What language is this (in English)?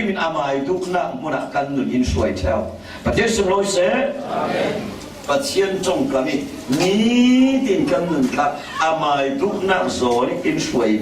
Falam Chin